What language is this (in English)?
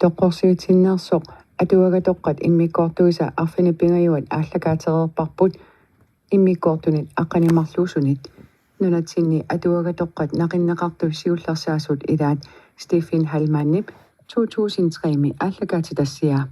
Kalaallisut